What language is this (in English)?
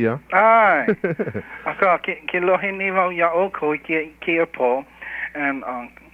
Hawaiian